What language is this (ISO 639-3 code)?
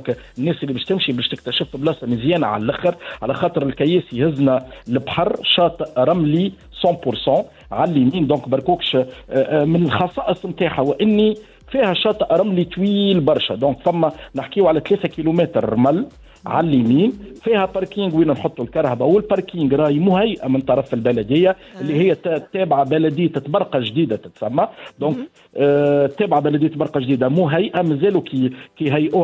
aeb